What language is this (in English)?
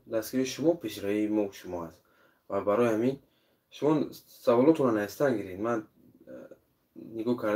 Tajik